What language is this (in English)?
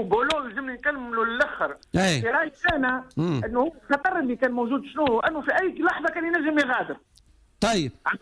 Tunisian Arabic